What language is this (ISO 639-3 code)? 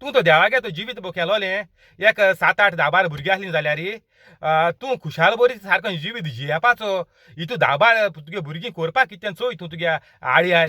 kok